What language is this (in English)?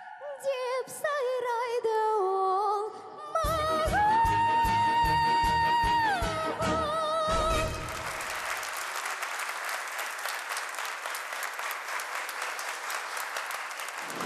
Kazakh